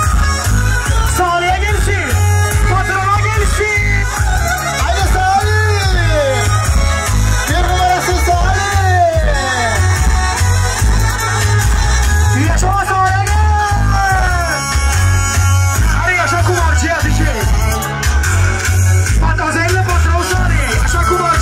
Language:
Turkish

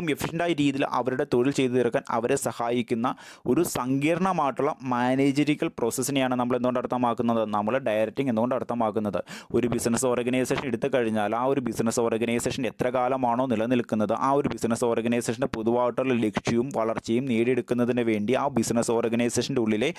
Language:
Malayalam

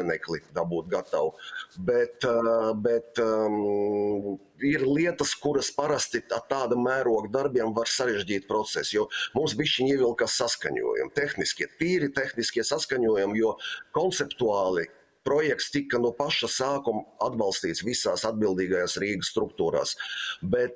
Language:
Latvian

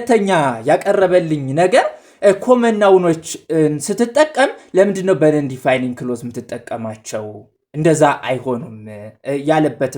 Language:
Amharic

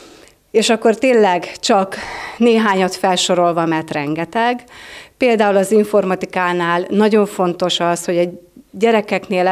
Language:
Hungarian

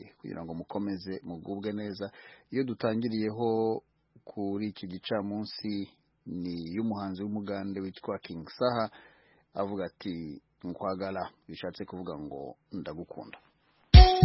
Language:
Kinyarwanda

